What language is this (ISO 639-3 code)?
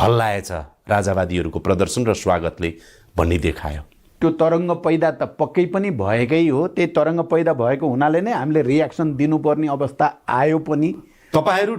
nep